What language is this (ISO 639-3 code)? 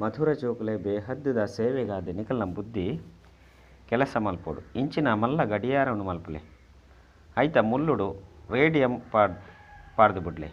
tcy